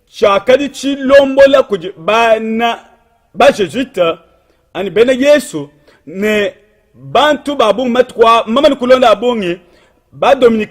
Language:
Luba-Lulua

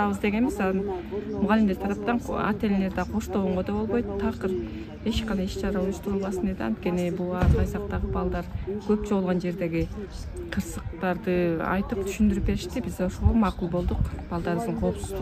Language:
Kyrgyz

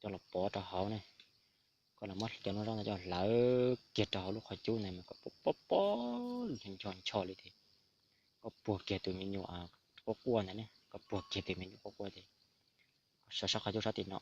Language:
Hmong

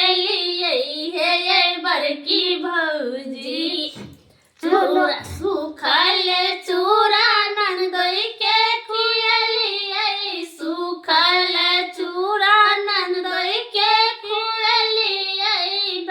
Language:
Maithili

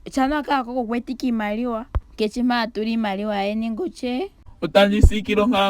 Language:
Ndonga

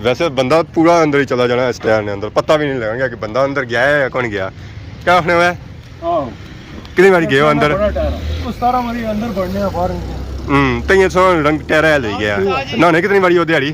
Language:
Pahari-Potwari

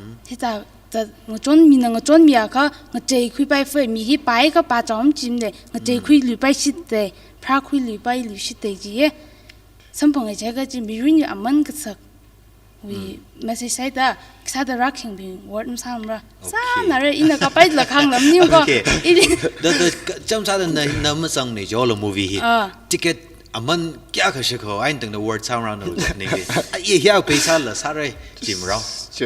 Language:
Tangkhul Naga (India)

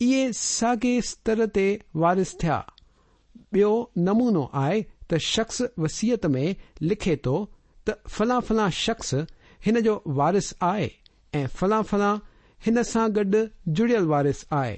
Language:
Sindhi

